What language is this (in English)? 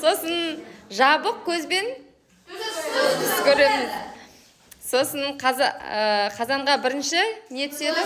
Kazakh